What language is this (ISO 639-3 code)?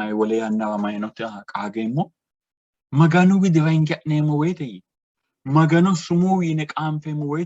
sid